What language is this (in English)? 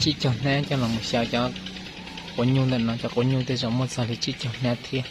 Hmong